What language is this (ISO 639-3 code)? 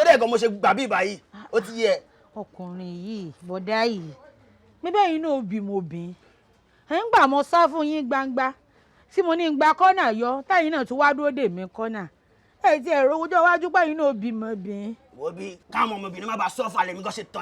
yor